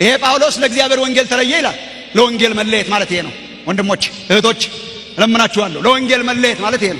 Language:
Amharic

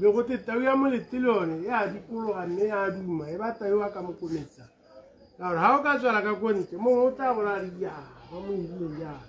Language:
Tswana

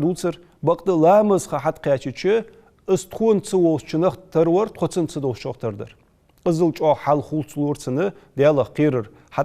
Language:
Ingush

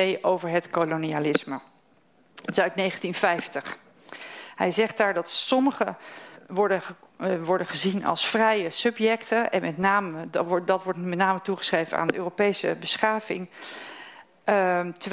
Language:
Dutch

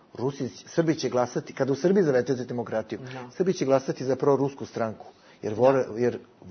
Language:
Bosnian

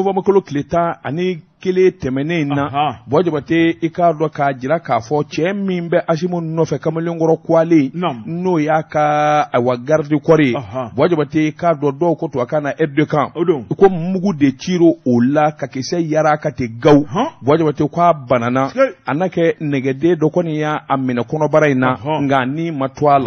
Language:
Bambara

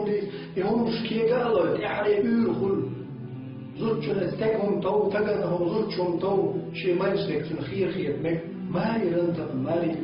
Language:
Chechen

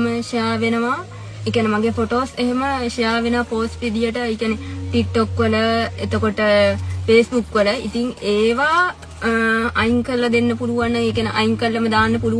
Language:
Sinhala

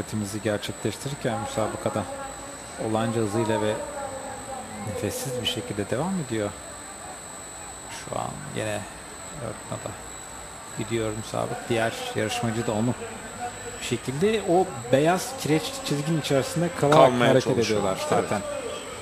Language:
Turkish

